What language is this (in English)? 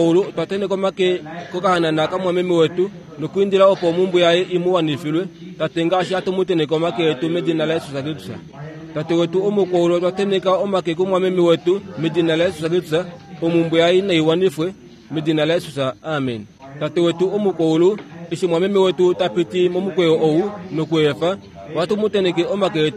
Kuanyama